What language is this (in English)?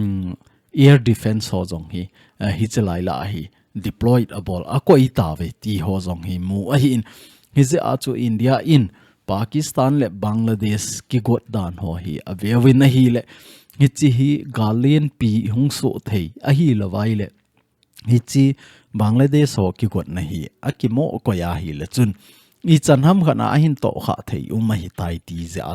Thado Chin